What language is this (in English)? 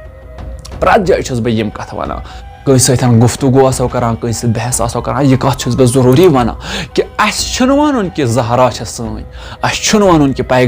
Kashmiri